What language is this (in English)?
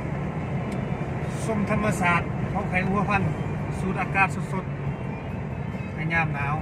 Lao